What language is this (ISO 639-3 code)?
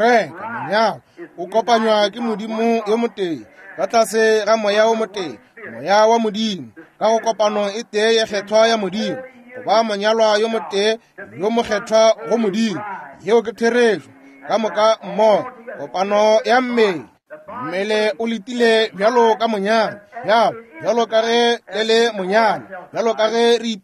nso